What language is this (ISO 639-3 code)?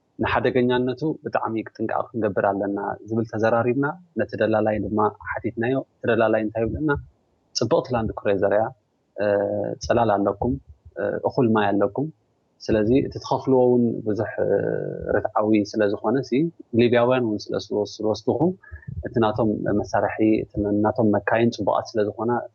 tir